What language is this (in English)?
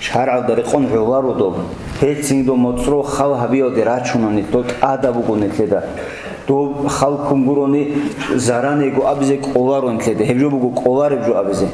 Avaric